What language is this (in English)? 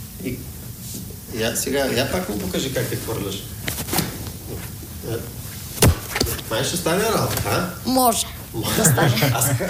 Bulgarian